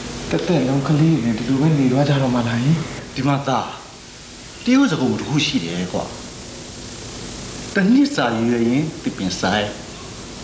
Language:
Burmese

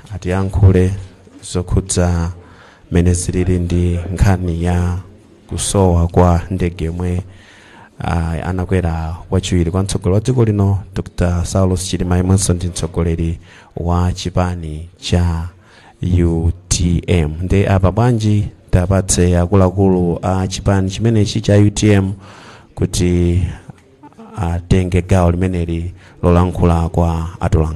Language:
Nyanja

